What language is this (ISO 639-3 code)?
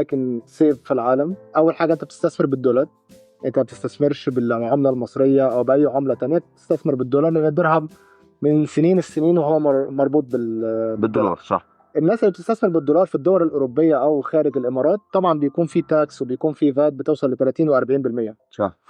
arz